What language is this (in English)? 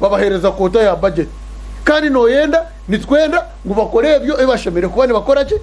Nyankole